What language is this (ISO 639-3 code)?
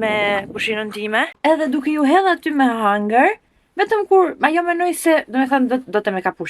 sqi